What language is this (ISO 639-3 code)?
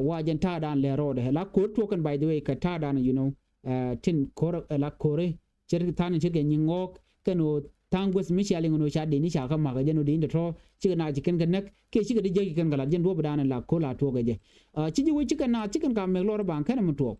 nus